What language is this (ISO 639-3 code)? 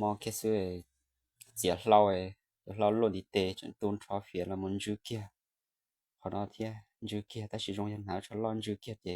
hmn